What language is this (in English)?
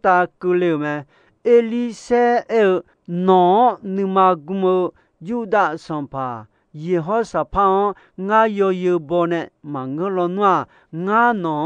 Akha